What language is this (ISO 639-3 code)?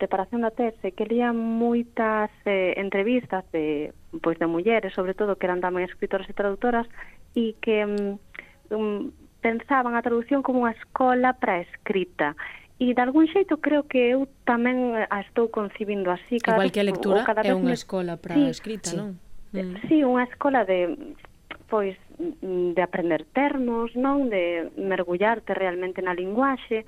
glg